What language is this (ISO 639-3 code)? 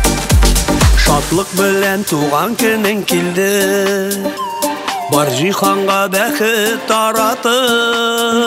tat